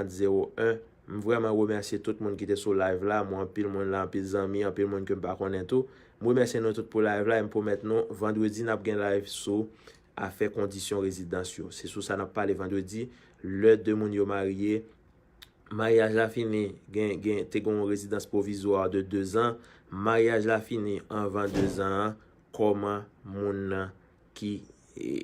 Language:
Haitian Creole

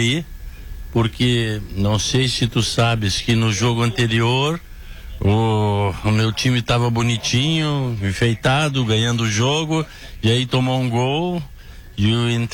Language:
Portuguese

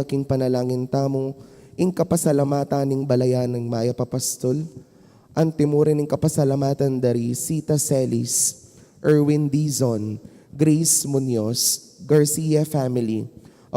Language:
Pampanga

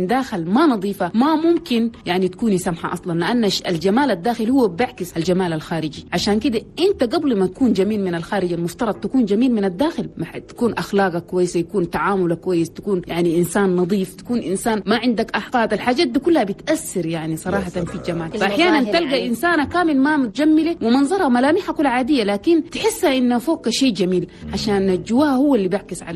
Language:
Chadian Arabic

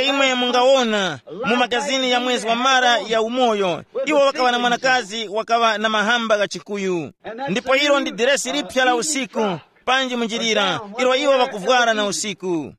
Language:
Tumbuka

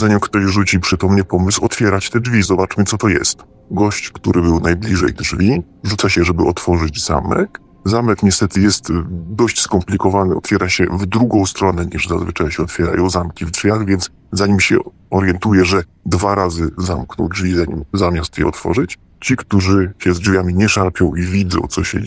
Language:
Polish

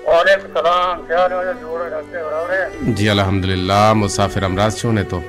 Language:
Baluchi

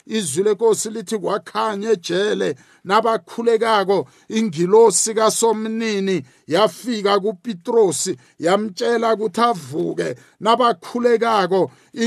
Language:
South Ndebele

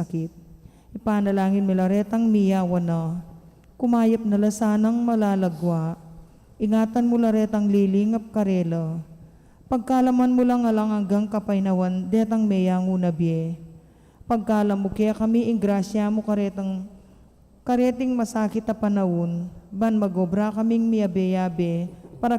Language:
Pampanga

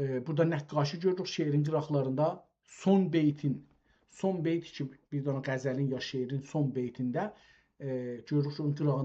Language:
South Azerbaijani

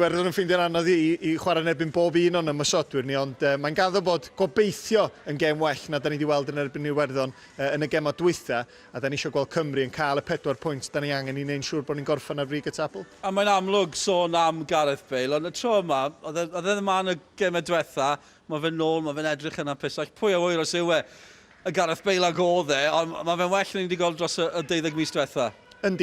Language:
Welsh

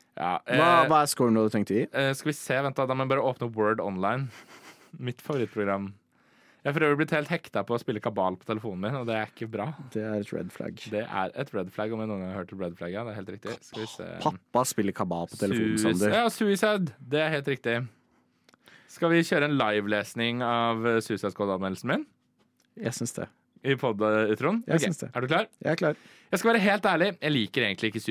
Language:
Norwegian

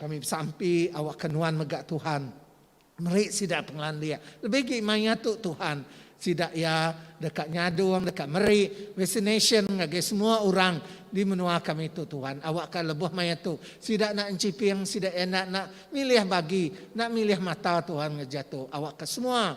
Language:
Iban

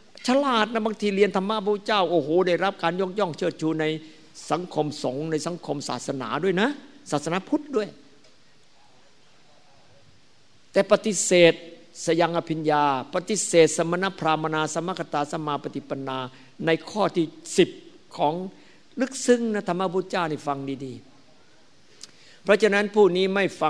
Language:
Thai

